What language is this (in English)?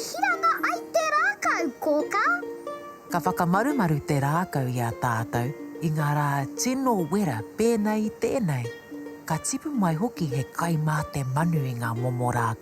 Māori